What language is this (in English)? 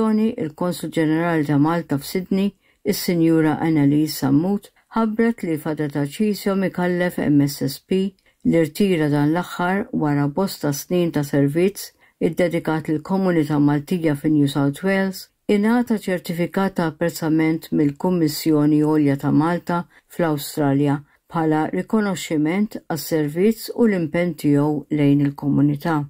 Maltese